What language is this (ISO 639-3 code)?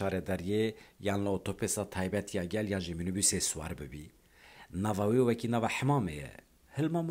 kur